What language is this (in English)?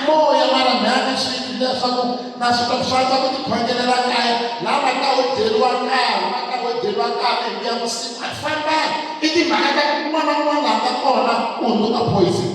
Tsonga